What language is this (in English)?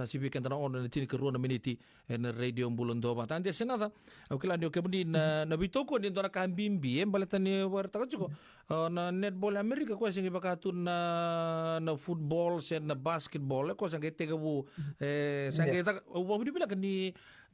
Fijian